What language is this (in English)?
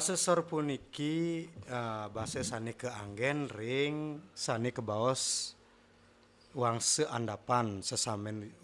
Balinese